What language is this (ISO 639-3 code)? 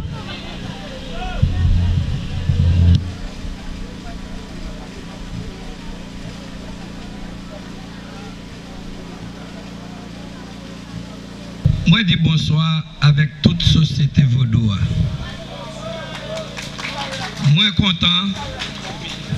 hat